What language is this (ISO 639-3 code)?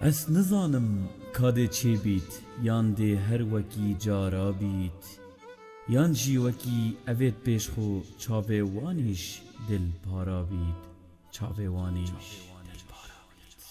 kur